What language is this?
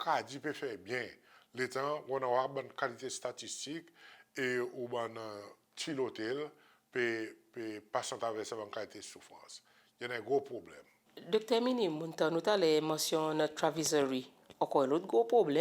Seselwa Creole French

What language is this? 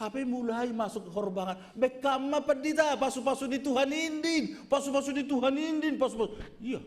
Batak Simalungun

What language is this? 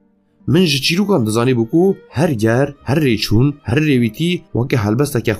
Kurdish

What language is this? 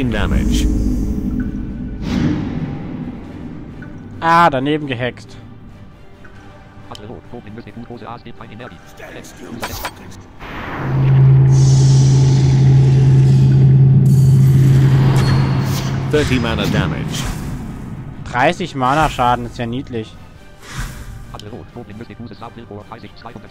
German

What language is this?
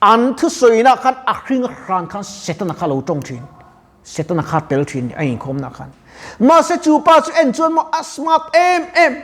Mizo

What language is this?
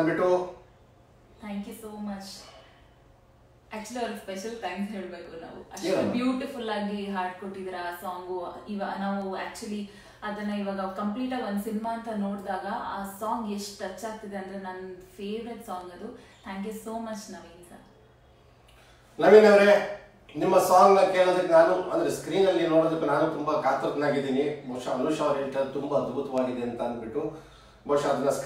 Kannada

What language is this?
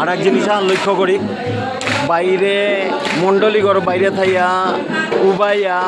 Bishnupriya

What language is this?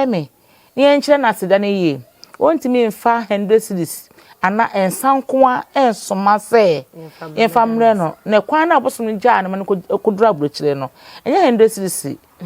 Akan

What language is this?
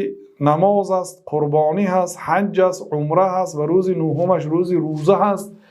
Tajik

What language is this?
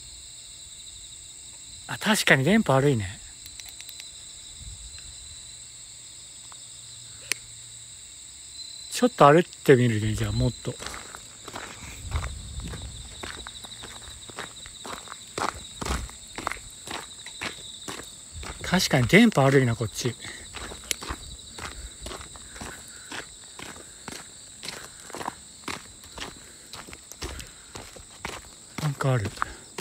Japanese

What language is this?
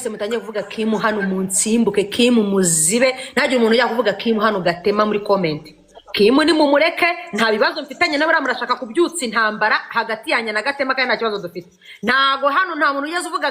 Kinyarwanda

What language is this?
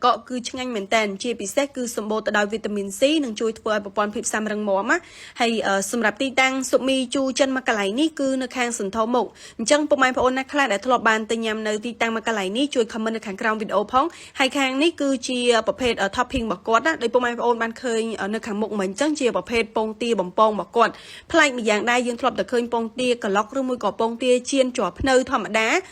Khmer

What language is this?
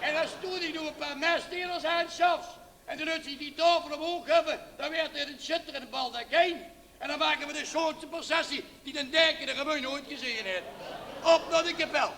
Limburgish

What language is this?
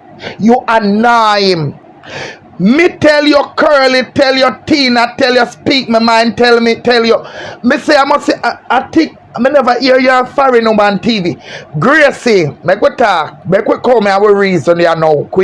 Jamaican Creole English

